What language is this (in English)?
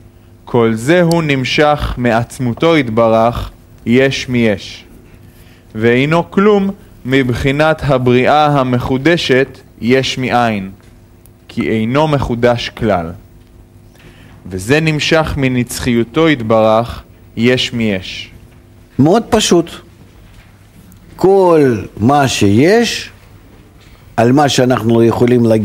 Hebrew